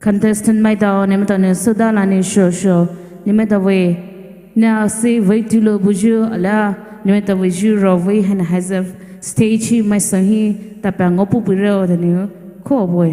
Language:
Poumei Naga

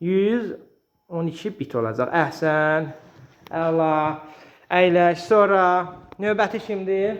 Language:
Azerbaijani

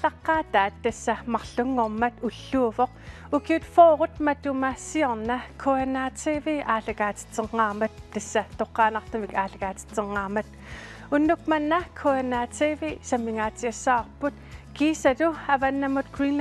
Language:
Kalaallisut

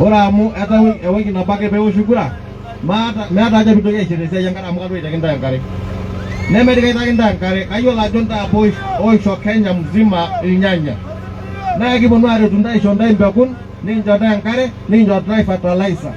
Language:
Masai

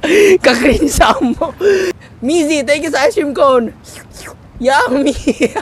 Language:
Cebuano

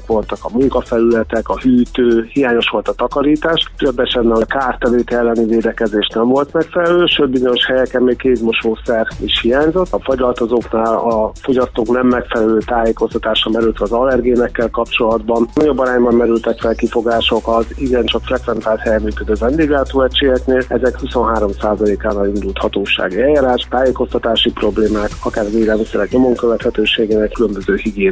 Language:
Hungarian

